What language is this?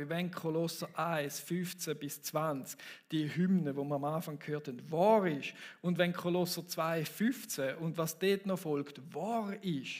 Swiss German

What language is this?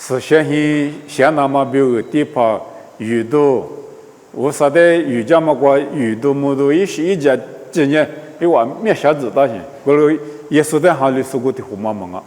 Lisu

